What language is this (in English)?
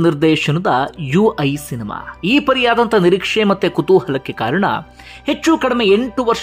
Kannada